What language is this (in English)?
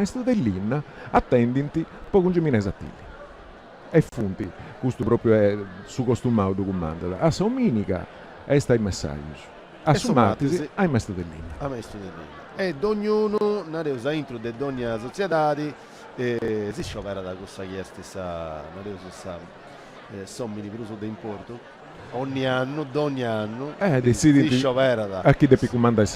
Sardinian